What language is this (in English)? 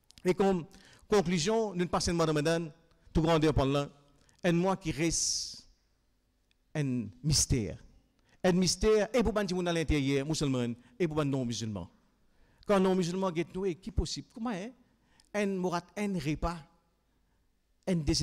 French